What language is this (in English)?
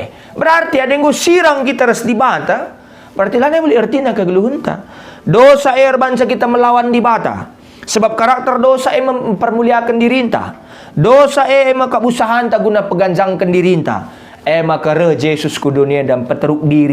Batak Karo